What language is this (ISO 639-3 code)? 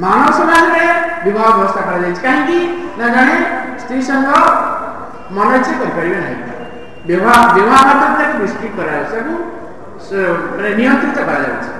ori